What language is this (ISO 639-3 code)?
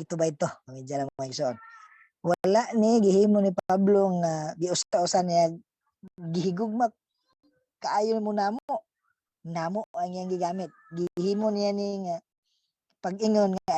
ceb